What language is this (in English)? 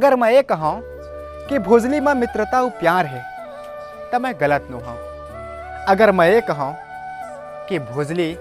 Chhattisgarhi